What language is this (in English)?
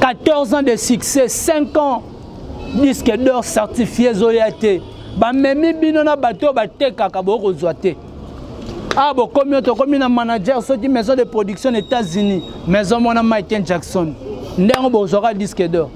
Lingala